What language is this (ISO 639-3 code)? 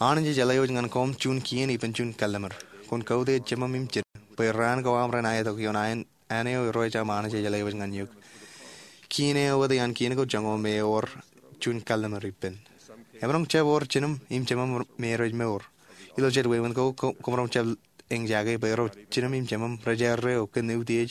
mah